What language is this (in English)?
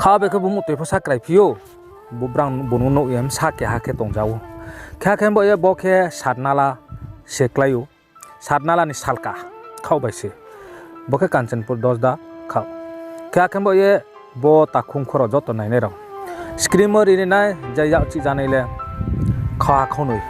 Riang (India)